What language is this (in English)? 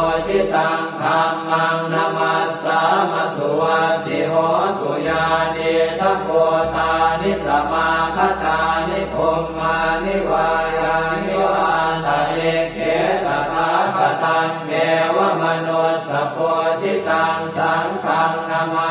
Pali